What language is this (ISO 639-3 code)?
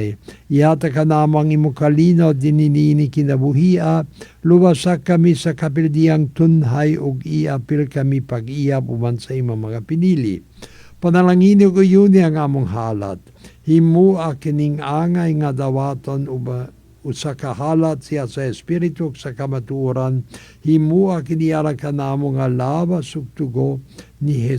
ceb